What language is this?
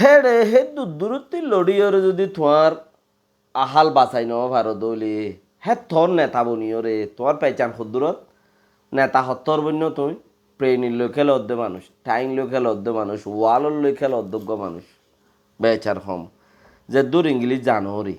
Rohingya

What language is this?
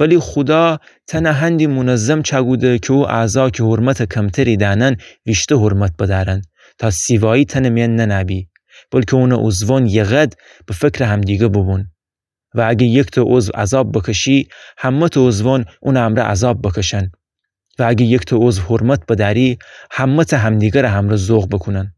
Gilaki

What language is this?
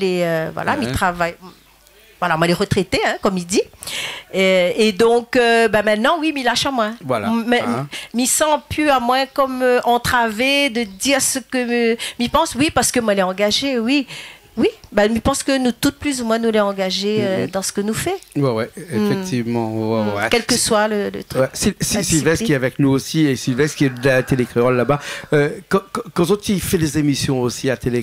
Réunion Creole French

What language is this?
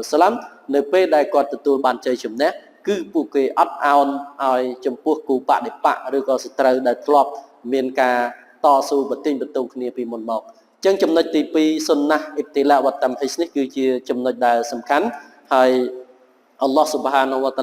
Khmer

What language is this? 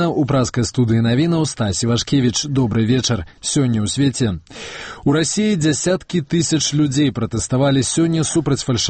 Belarusian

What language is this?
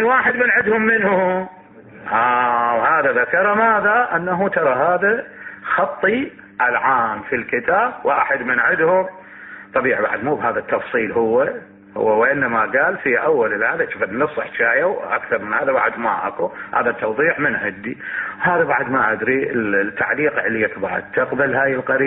Mesopotamian Arabic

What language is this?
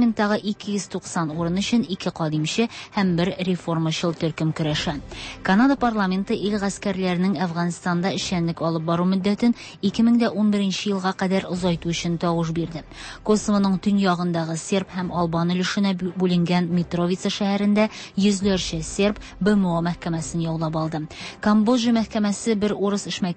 Tatar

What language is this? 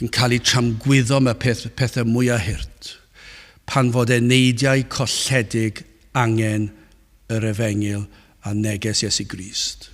Welsh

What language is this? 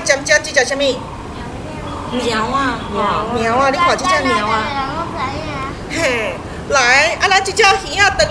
Min Nan Chinese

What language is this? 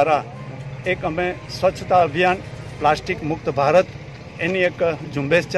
Gujarati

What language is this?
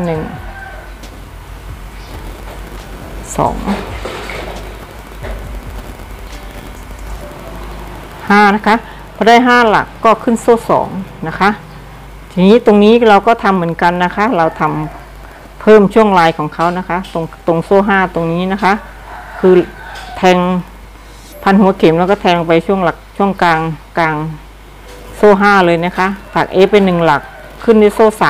Thai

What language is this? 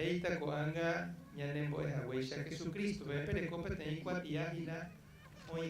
Guarani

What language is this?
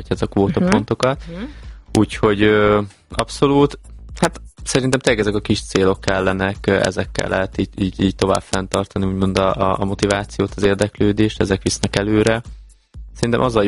Hungarian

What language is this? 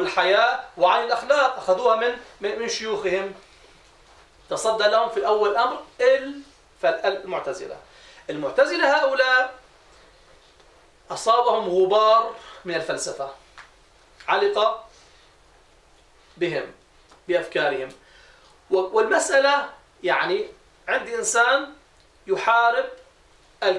Arabic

